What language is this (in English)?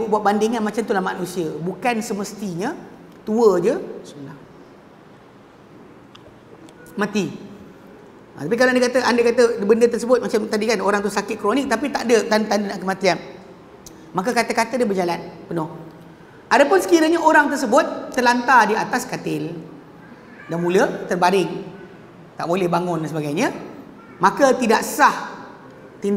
Malay